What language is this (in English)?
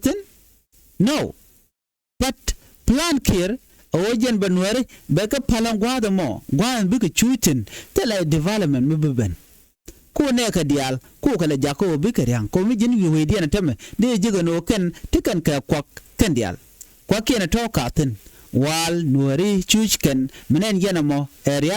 Nuer